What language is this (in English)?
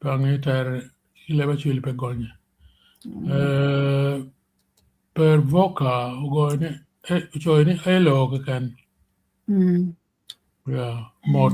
Acoli